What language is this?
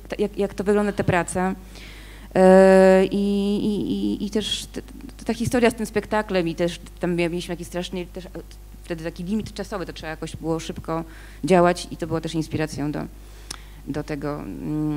Polish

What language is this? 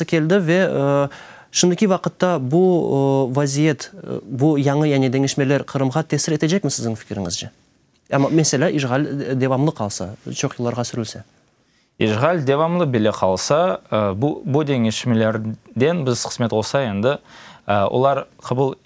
Crimean Tatar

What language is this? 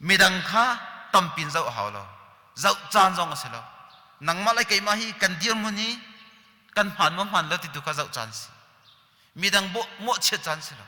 Hakha Chin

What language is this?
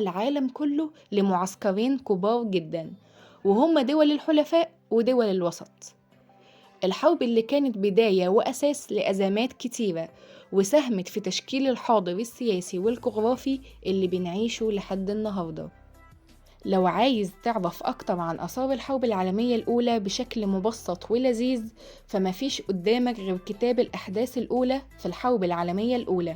Egyptian Arabic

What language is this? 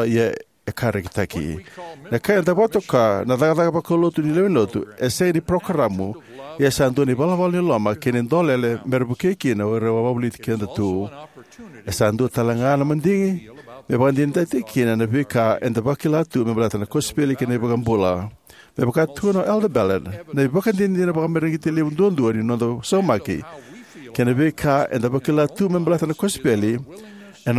Fijian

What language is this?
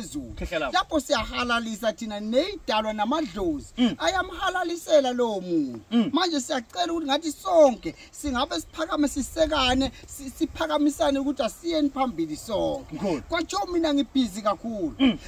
Zulu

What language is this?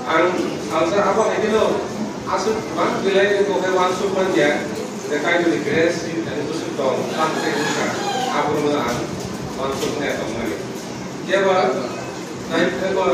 Kok Borok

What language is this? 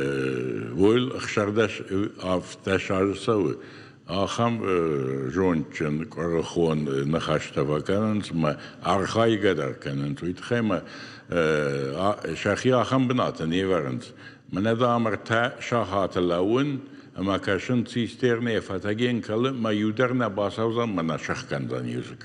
Ossetic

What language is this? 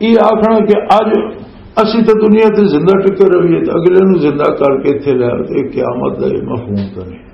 Western Panjabi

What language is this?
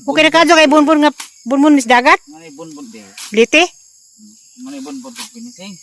Cebuano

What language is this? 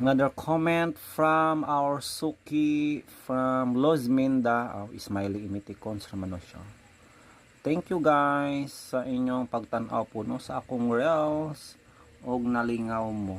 Cebuano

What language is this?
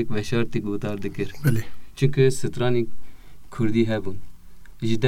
Kurdish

